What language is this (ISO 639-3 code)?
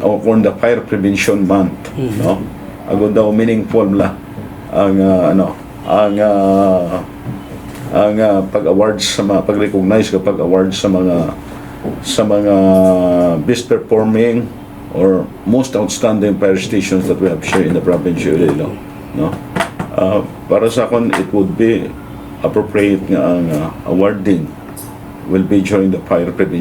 hil